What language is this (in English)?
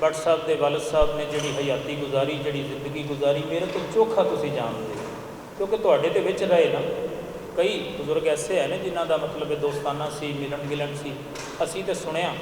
Western Panjabi